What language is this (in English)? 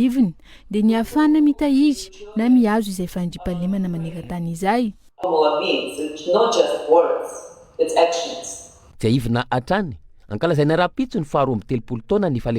Malagasy